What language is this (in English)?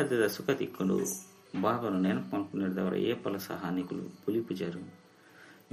Tulu